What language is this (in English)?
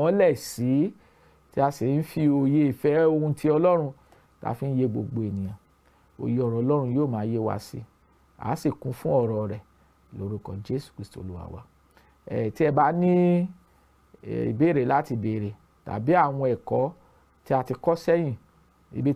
Yoruba